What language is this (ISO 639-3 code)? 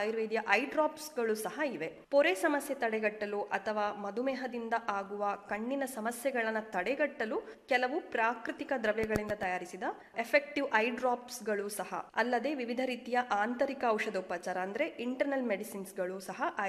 kan